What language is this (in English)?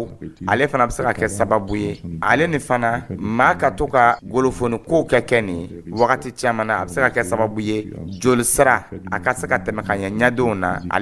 Dyula